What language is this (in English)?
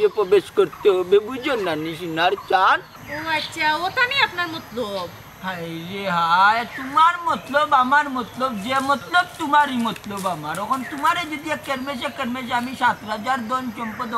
Sylheti